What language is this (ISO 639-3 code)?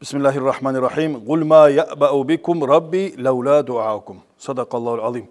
kum